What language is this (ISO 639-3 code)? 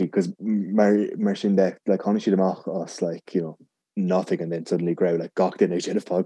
gle